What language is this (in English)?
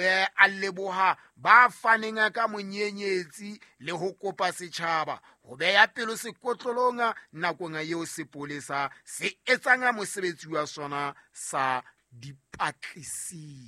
Southern Sotho